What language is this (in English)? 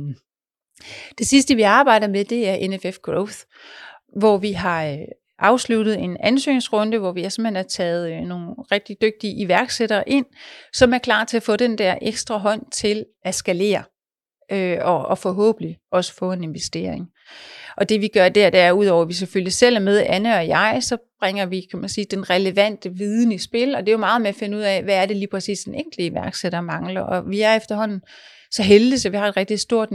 Danish